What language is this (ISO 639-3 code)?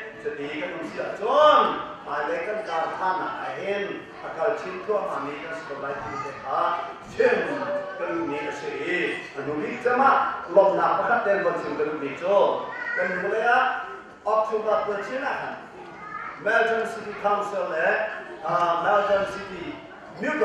cnh